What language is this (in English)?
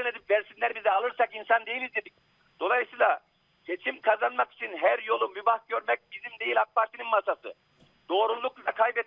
Turkish